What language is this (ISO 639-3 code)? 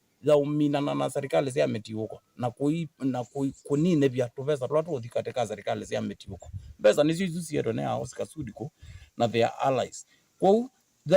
kam